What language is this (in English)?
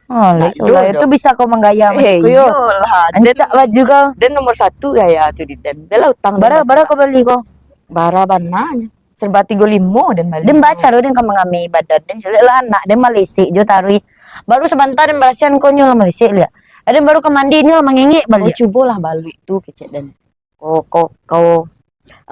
Minangkabau